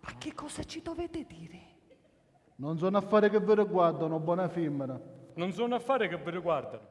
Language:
Sicilian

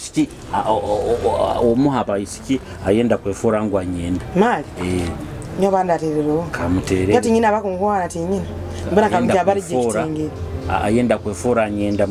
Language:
Nyoro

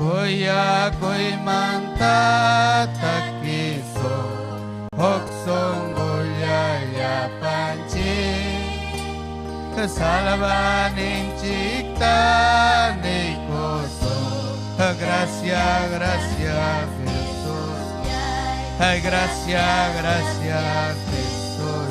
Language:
Ayacucho Quechua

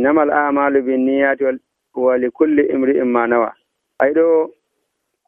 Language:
Nigerian Fulfulde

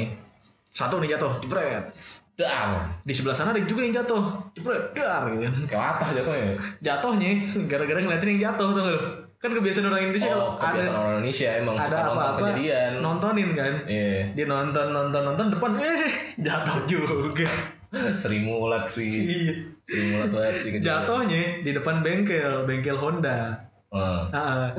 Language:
Indonesian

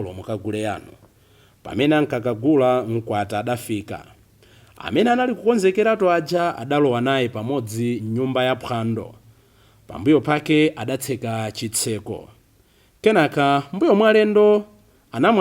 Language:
Nyanja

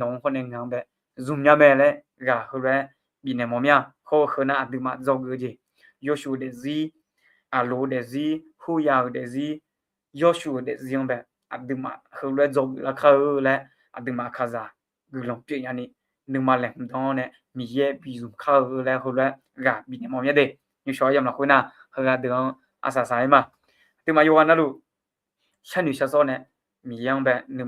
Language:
Akha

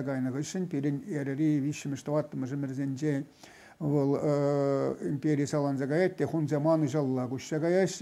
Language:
Chuvash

